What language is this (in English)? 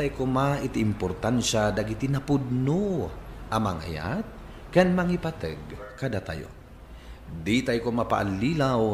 Iloko